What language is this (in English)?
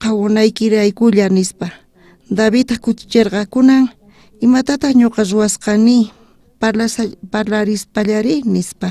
South Bolivian Quechua